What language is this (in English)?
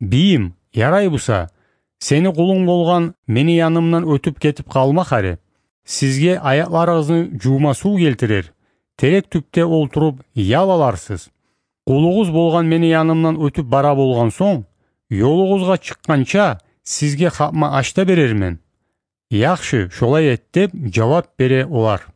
Kumyk